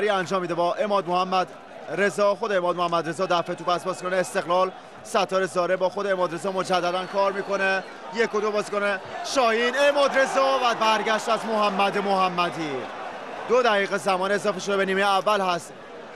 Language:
Persian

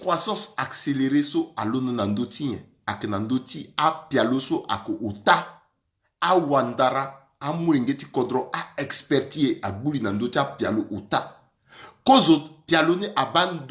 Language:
Sango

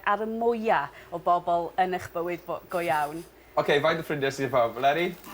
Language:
Welsh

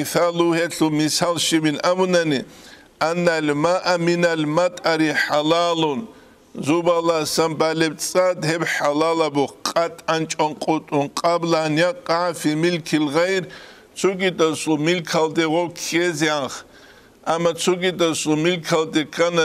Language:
Avaric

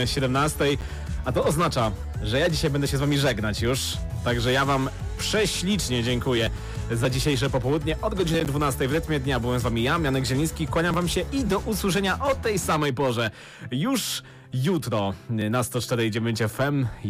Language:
Polish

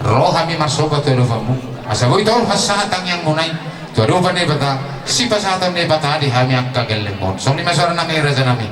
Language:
Batak Toba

